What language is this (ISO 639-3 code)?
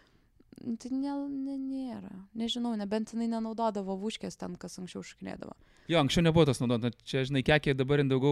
lit